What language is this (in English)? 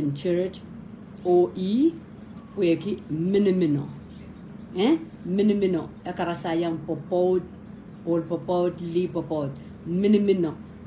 Pohnpeian